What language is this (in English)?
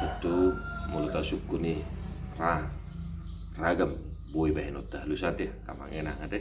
Batak Toba